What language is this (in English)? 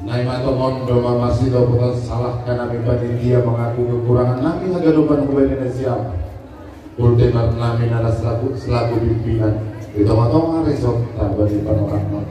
Batak Simalungun